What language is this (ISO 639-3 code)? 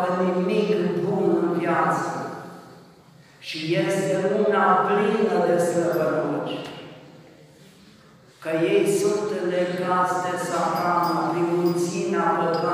ron